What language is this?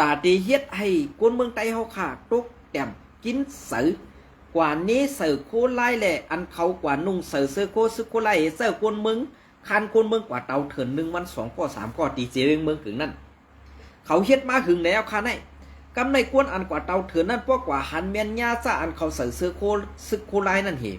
Shan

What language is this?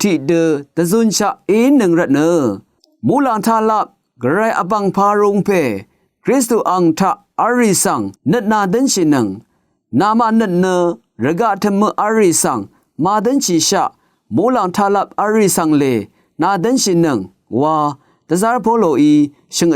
Rawang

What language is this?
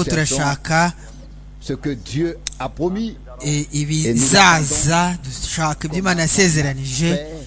Kinyarwanda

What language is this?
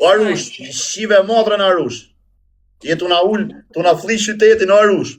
Albanian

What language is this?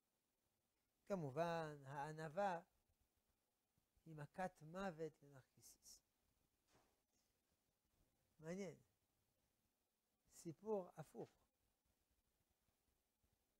Hebrew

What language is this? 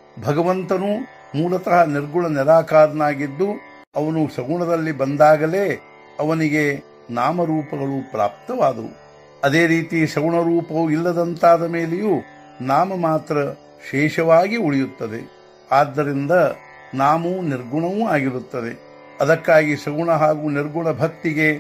Kannada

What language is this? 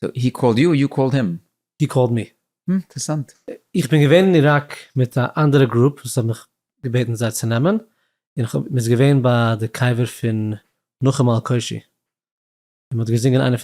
Yiddish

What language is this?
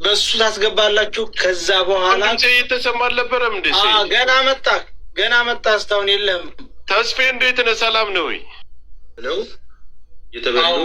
Amharic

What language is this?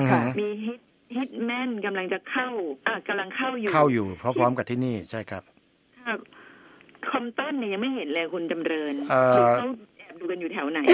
Thai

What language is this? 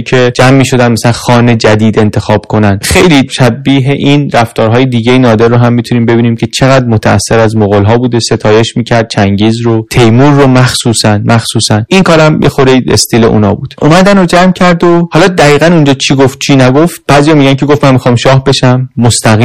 Persian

